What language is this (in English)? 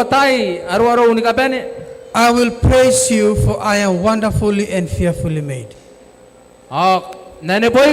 Gilbertese